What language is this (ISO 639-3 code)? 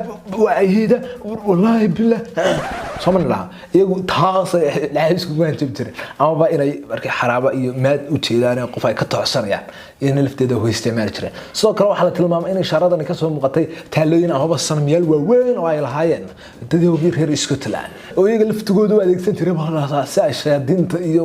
som